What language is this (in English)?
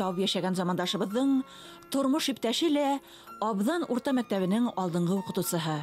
Bashkir